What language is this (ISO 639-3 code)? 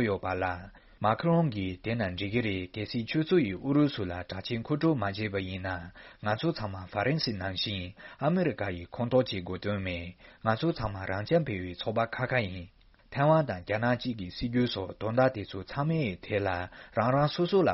bod